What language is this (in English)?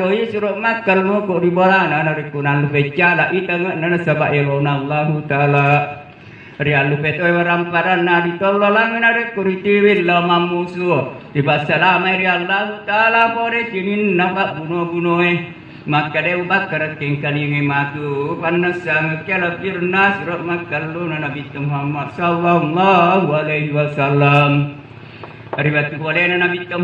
Buginese